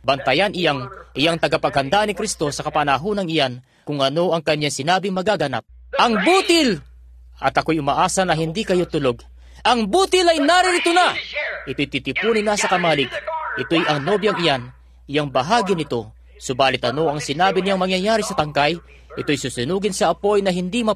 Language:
Filipino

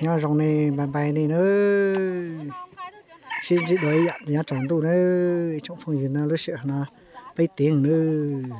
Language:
Hmong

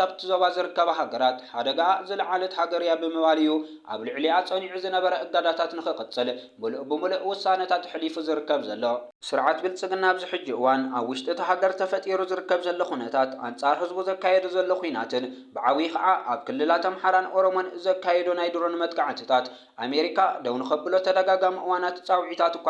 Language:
Tigrinya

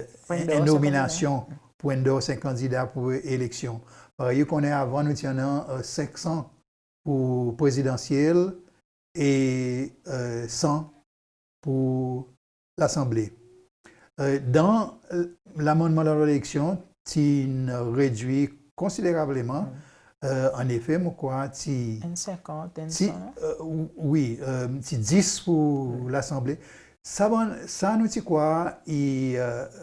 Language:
Seselwa Creole French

